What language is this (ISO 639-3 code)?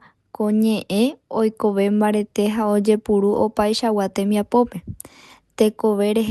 grn